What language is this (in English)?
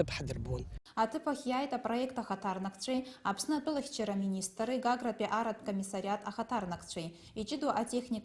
Abkhazian